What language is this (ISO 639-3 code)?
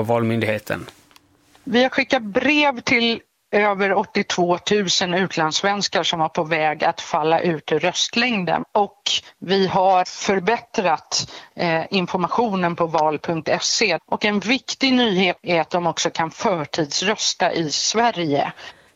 swe